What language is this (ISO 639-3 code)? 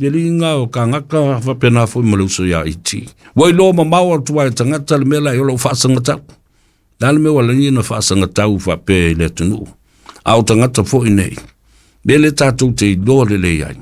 smo